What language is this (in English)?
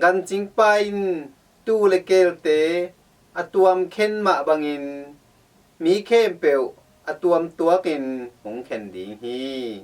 Tedim Chin